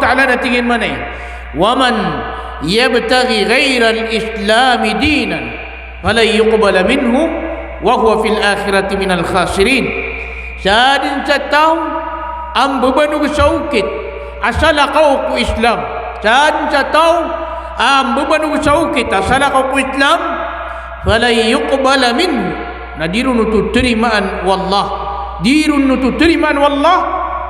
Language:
Maranao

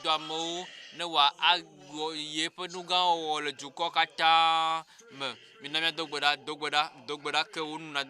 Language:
Ewe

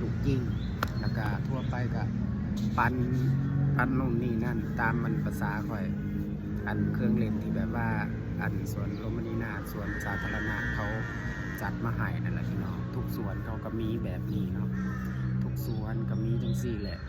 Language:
Northeastern Thai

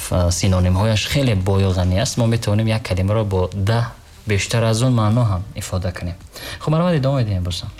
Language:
Tajik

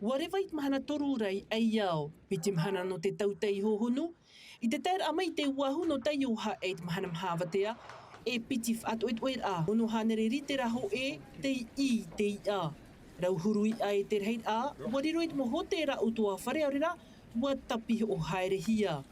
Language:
Tahitian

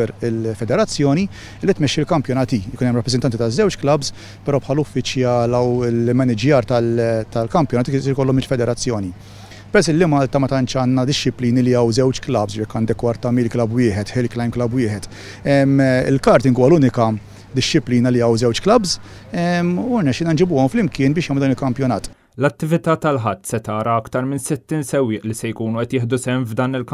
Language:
Maltese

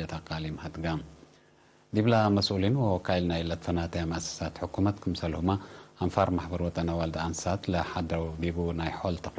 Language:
Tigre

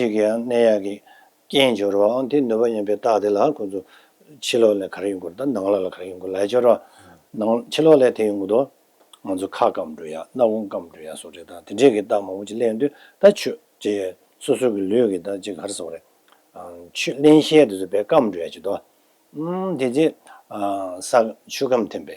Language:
Tibetan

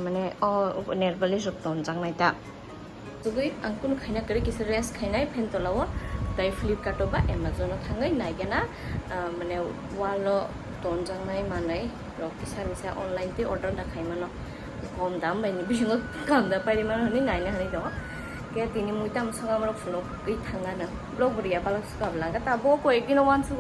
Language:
Kok Borok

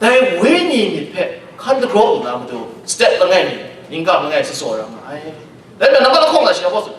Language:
Kachin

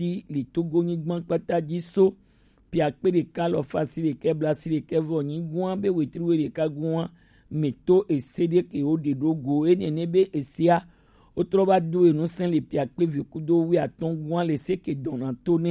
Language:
Gen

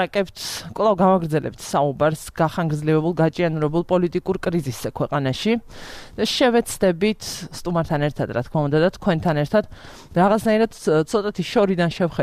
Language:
Georgian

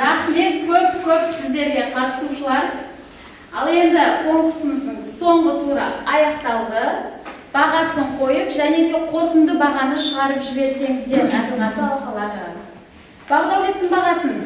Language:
Kazakh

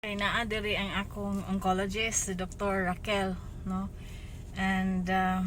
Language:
Cebuano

